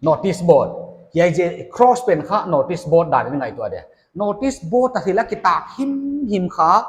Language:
Paite Chin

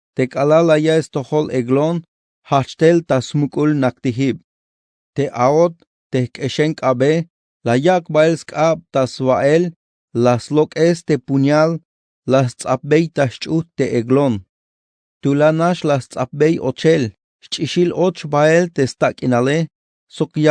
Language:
Tzeltal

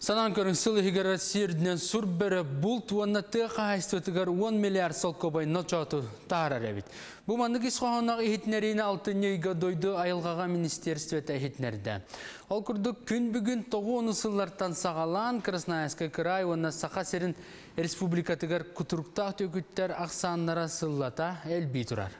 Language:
Yakut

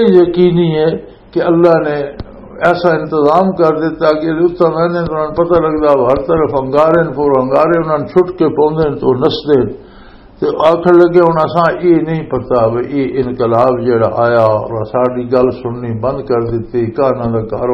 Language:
Western Panjabi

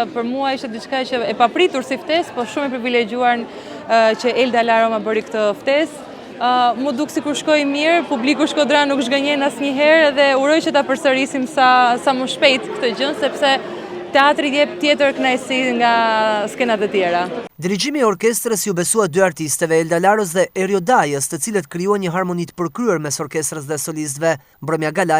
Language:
Albanian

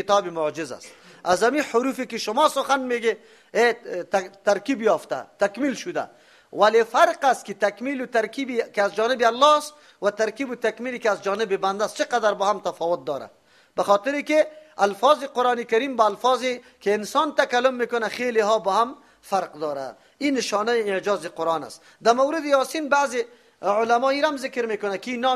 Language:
Persian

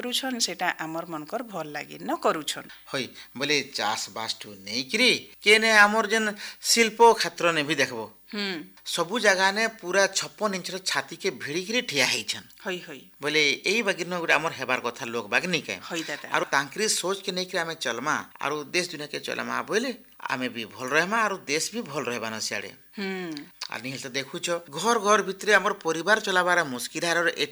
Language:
Odia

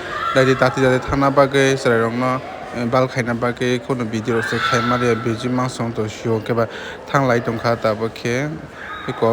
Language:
Kok Borok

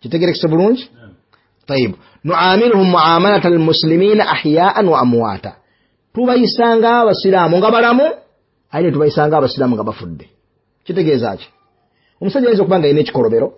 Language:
Ganda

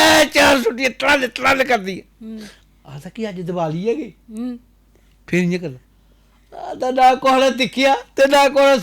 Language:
Dogri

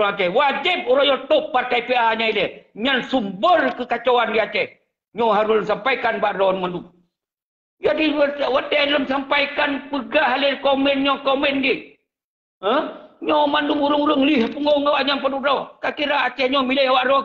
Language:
Achinese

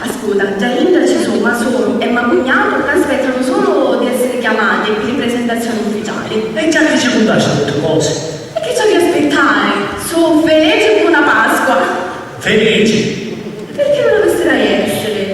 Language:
Sicilian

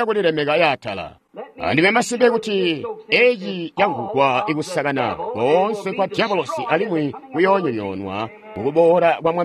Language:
Tonga (Zambia)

